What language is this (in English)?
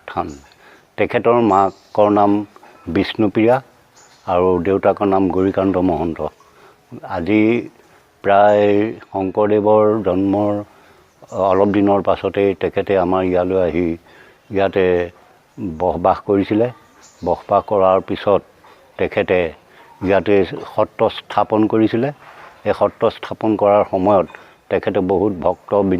Assamese